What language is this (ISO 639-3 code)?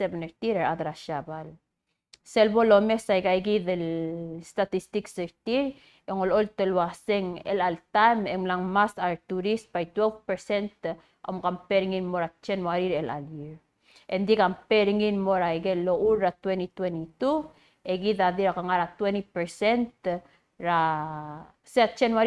pau